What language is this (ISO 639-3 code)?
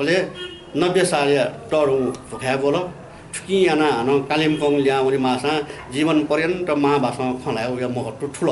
new